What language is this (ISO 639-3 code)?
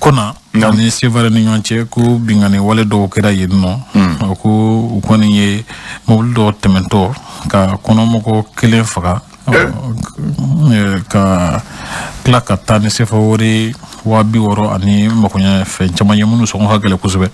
bam